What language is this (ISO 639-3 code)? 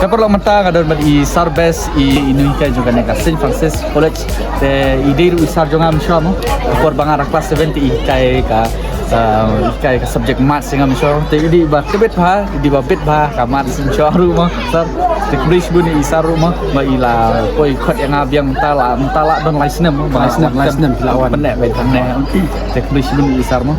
kha